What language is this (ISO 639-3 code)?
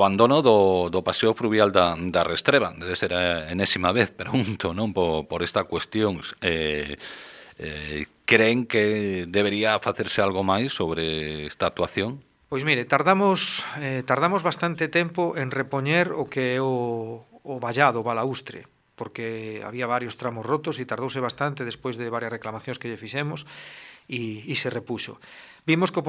glg